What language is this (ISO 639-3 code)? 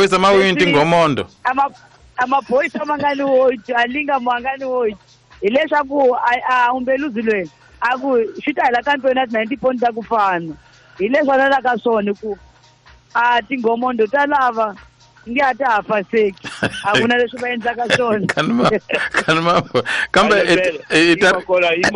tso